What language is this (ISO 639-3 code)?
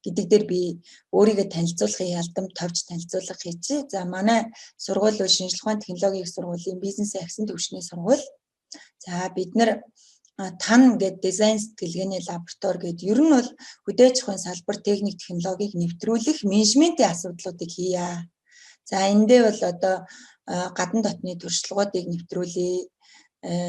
mon